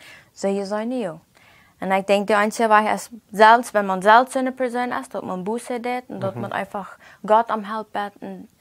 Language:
Plautdietsch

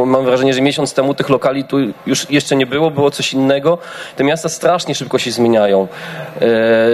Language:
Polish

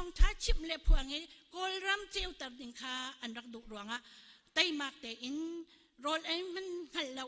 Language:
Hakha Chin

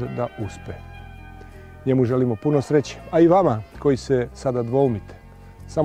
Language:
Serbian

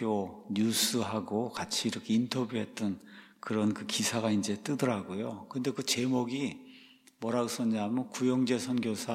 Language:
Korean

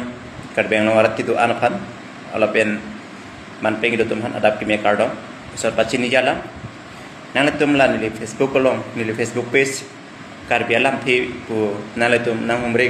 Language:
Karbi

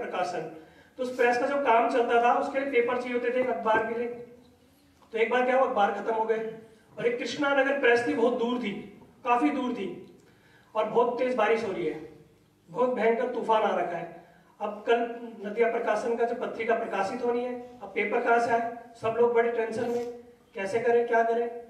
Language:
Hindi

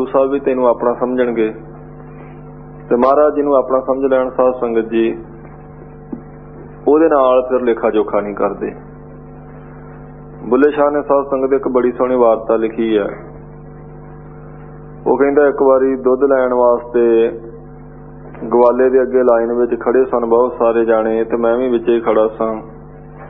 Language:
Punjabi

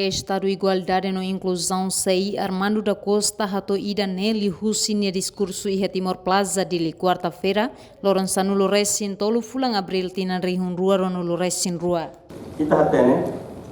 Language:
Tetum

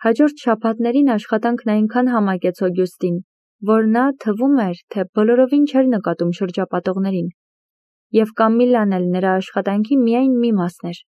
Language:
Armenian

